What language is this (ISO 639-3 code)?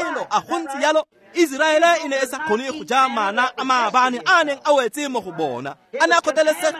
tsn